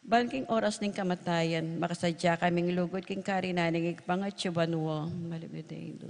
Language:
Pampanga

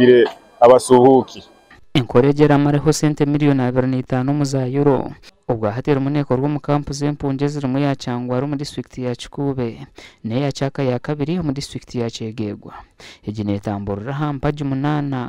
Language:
Nyankole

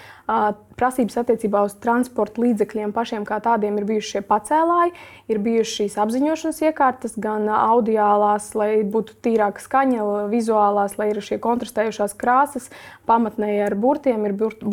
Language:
Latvian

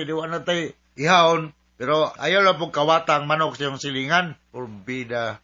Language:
Cebuano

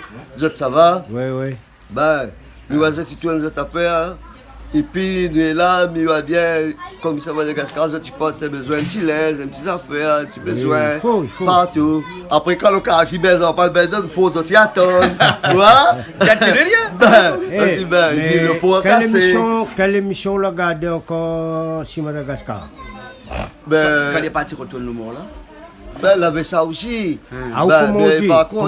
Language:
Réunion Creole French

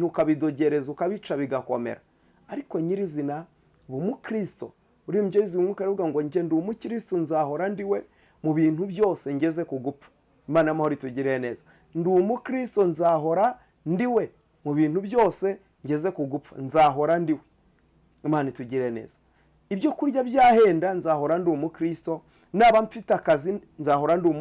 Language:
Kinyarwanda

